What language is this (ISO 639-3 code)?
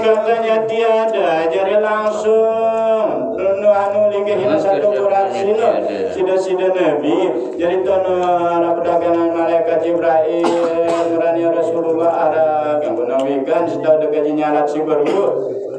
sas